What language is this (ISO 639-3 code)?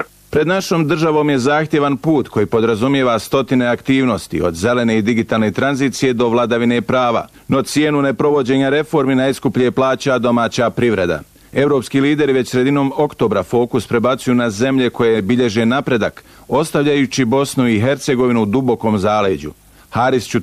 bos